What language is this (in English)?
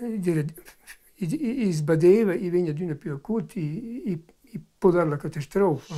Romansh